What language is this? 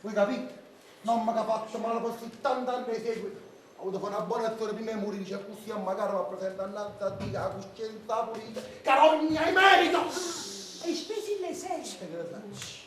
Neapolitan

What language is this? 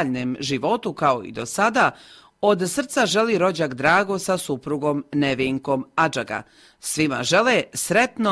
Croatian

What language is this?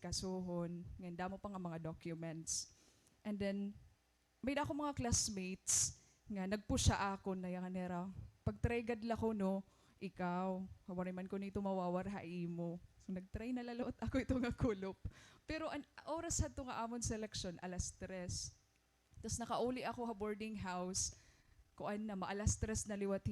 Waray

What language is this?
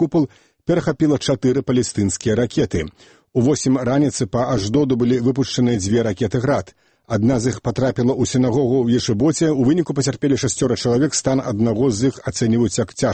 Belarusian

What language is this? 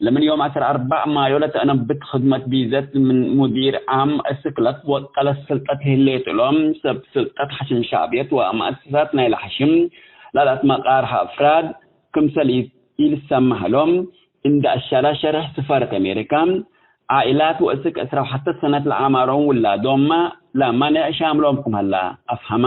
Tigre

